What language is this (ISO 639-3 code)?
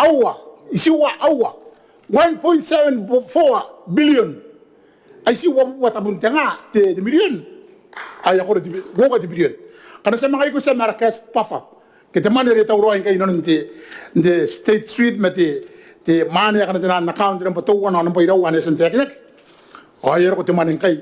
gil